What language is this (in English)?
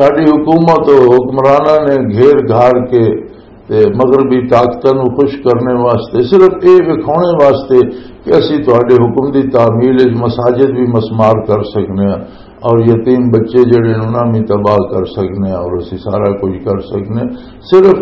Western Panjabi